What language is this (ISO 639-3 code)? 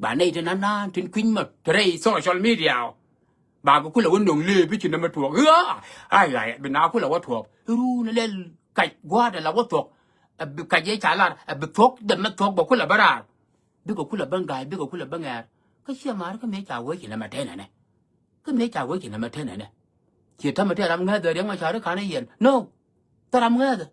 nus